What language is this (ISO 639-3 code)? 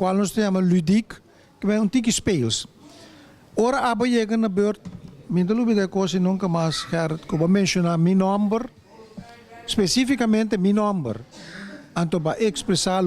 pap